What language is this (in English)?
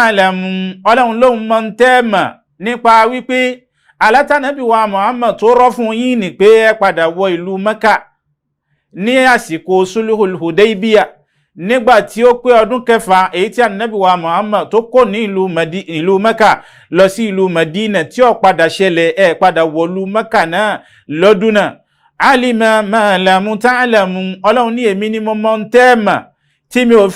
Yoruba